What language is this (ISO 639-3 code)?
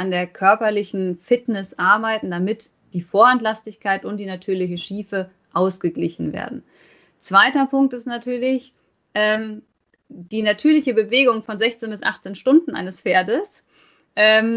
deu